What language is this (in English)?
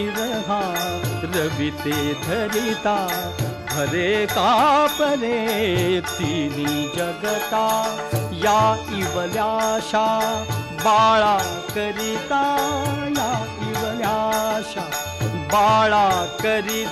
Marathi